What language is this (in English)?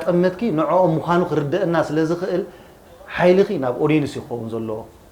Tigrinya